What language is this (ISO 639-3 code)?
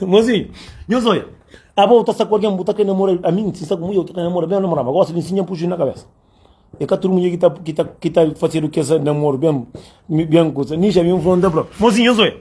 kea